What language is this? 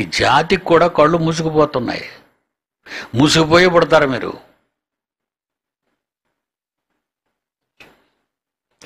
Telugu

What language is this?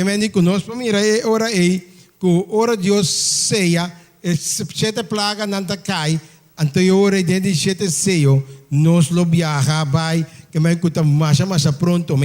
Papiamento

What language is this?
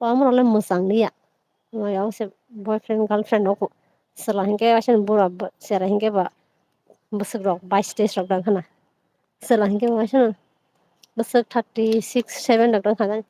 Kok Borok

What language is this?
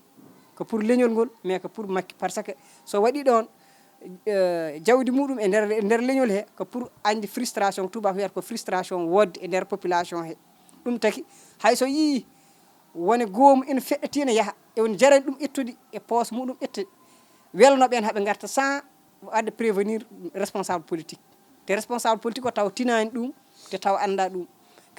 Fula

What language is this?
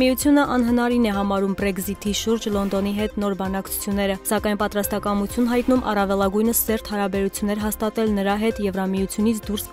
Armenian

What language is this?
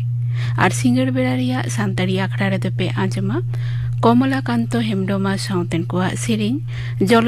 Santali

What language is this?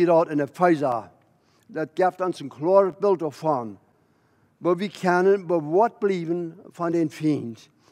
Plautdietsch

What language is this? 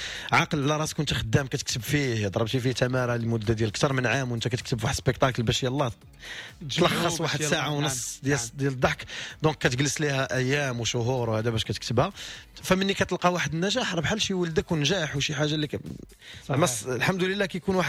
Moroccan Arabic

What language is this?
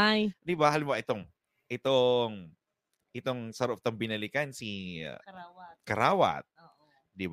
Bikol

